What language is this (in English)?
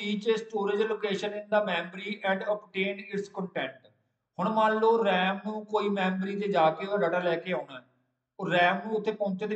Punjabi